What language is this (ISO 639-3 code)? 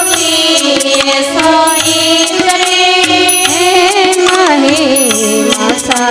guj